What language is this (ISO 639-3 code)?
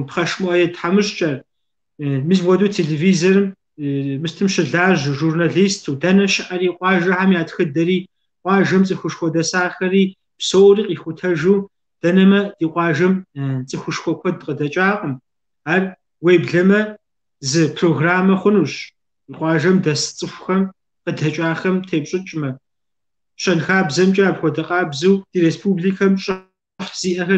kbd